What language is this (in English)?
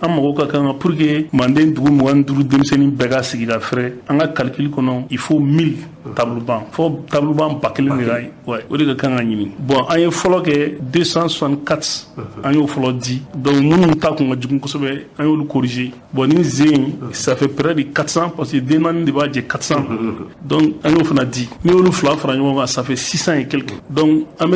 Bambara